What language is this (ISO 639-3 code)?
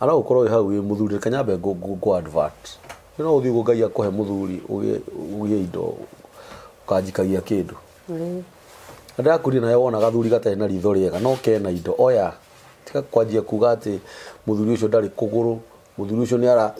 kik